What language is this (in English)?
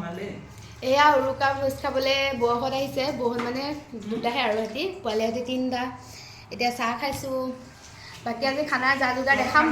Assamese